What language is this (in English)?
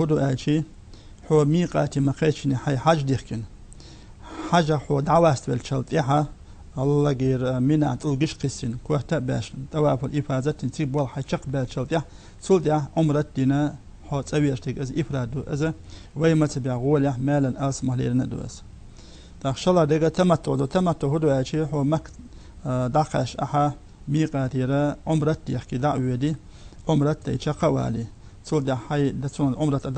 Chechen